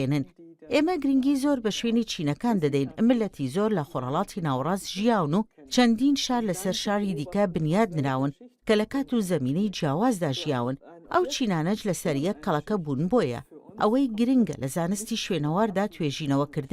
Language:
Central Kurdish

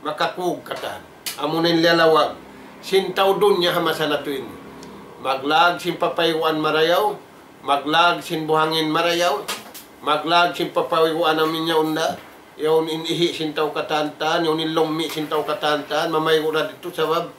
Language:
Tausug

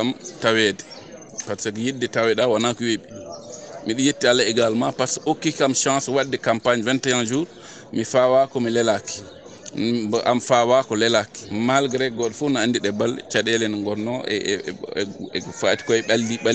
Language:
Fula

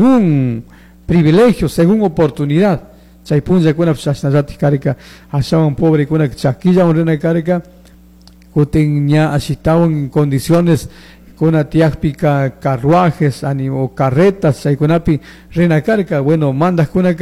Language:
Chimborazo Highland Quichua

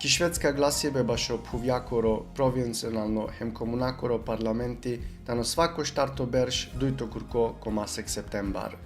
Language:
Balkan Romani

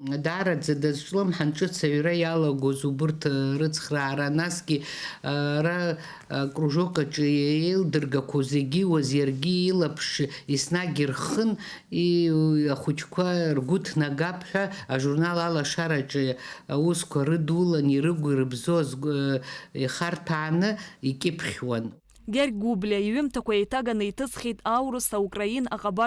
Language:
Abkhazian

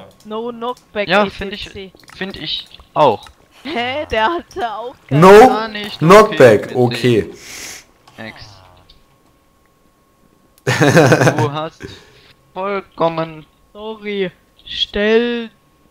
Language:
German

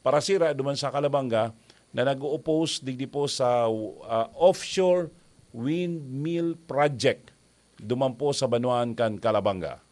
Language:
Bikol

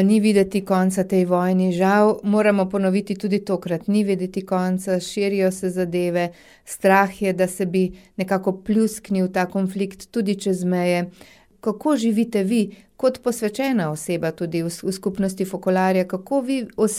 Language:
Slovenian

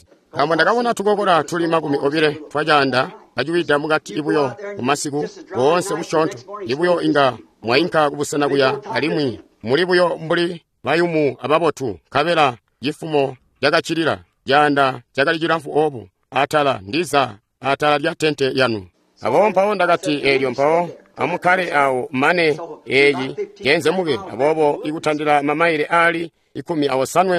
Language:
Tonga (Zambia)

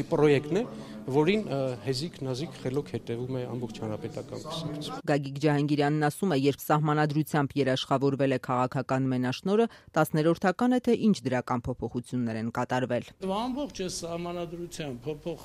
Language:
Armenian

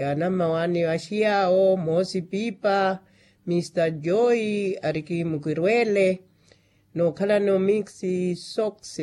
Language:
Makhuwa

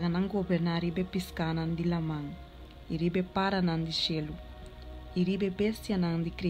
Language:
Papiamento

